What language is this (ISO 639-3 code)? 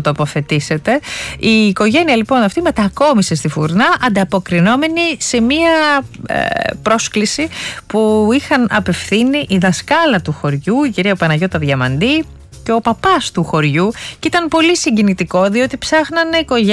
ell